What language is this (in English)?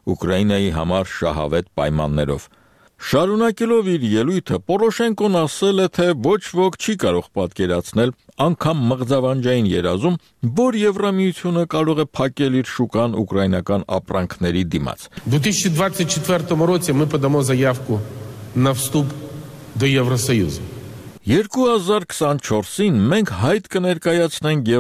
Armenian